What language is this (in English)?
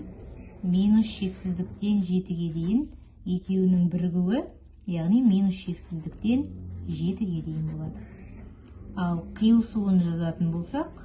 Kazakh